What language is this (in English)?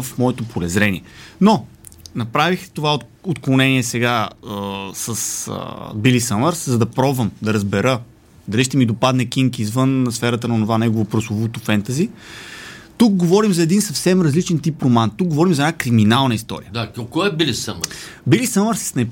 Bulgarian